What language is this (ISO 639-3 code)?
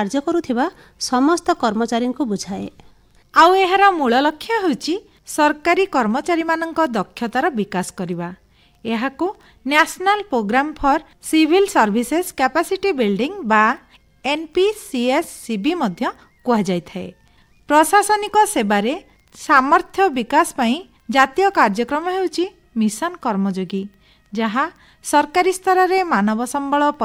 ori